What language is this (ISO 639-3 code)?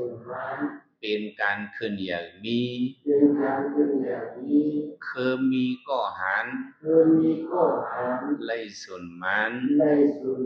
shn